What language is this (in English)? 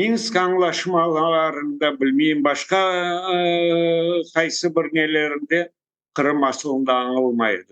Crimean Tatar